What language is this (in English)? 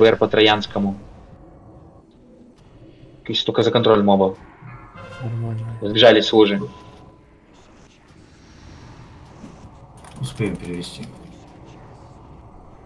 Russian